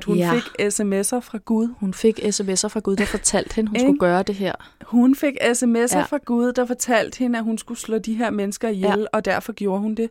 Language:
Danish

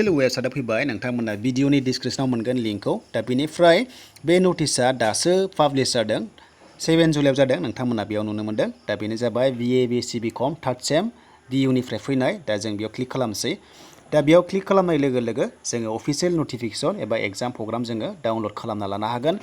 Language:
Bodo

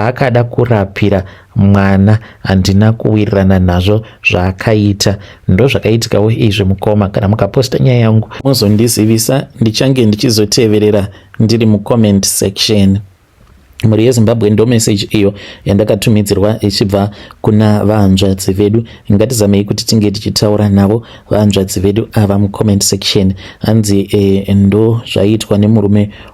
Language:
Shona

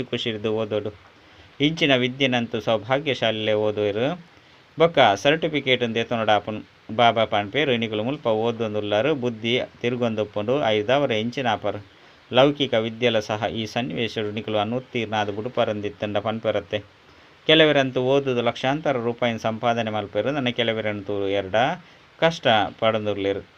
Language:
Tulu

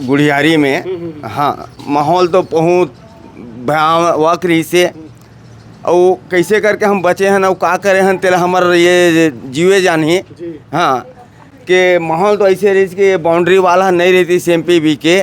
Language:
Chhattisgarhi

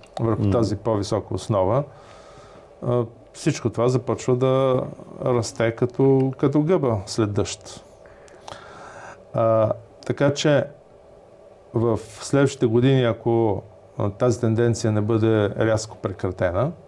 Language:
Bulgarian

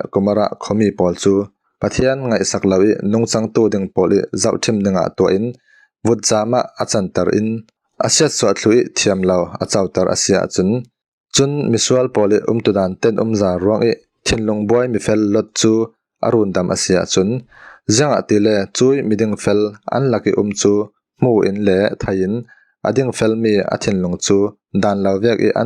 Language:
Falam Chin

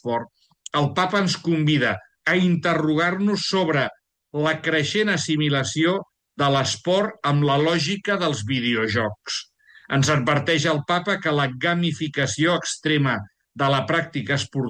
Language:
Catalan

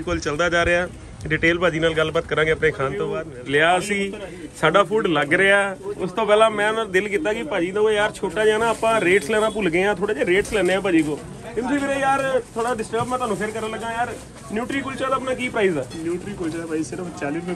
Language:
Punjabi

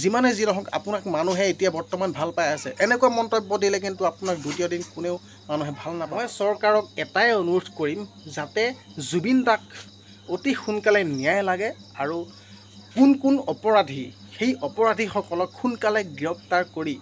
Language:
Assamese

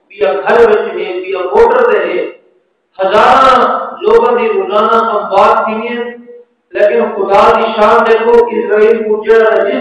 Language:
Saraiki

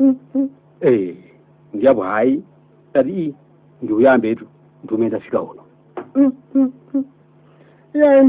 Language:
Nyanja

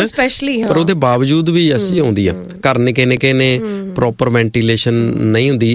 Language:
Punjabi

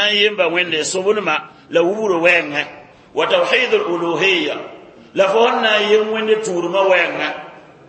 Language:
Mossi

